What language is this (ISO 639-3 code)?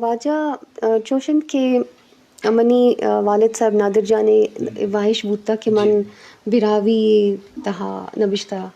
bgp